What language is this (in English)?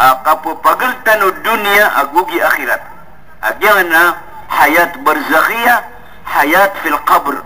Maranao